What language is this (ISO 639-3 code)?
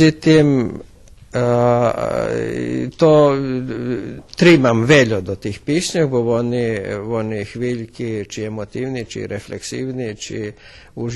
rue